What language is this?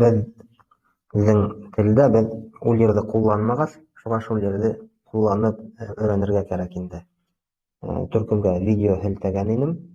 Bashkir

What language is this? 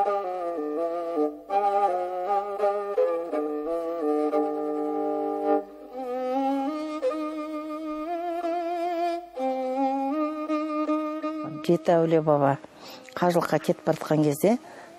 Kazakh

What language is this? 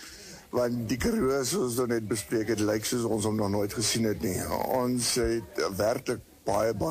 Afrikaans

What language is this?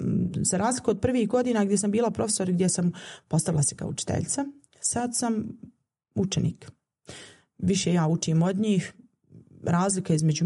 Bosnian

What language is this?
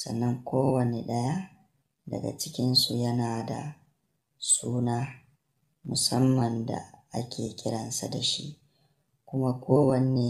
Hausa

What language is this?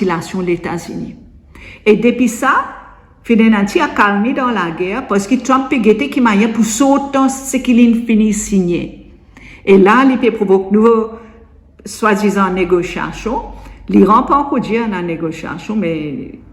Morisyen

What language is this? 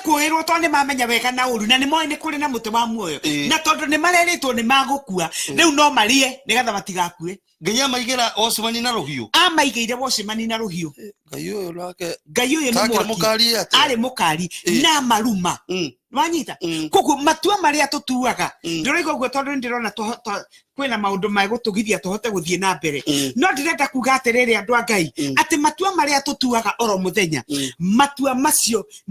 Kikuyu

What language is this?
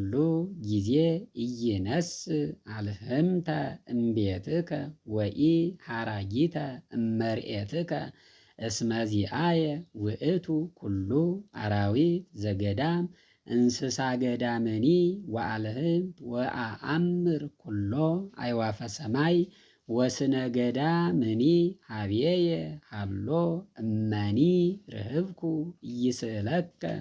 Geez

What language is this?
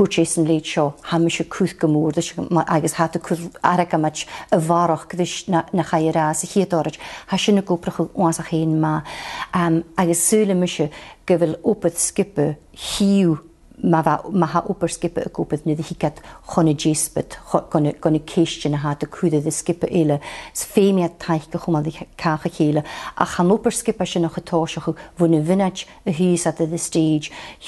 Scottish Gaelic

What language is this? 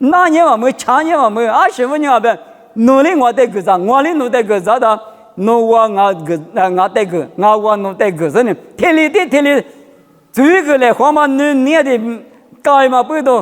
Lisu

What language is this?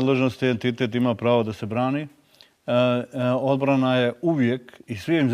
Bosnian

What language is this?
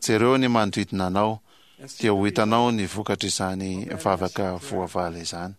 Malagasy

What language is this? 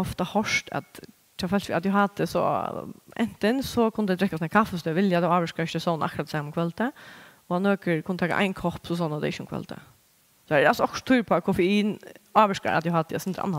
Faroese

